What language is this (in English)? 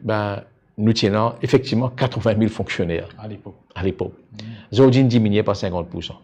Morisyen